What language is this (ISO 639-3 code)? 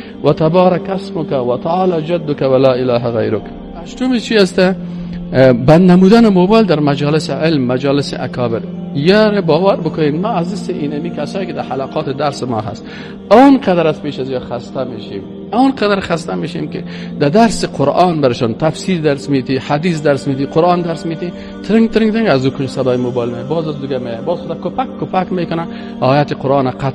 fas